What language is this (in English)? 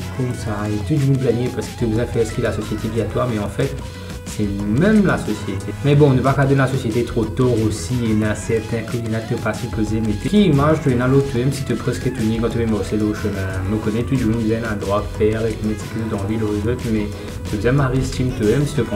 Morisyen